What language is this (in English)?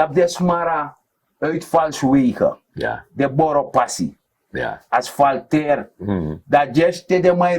Sranan Tongo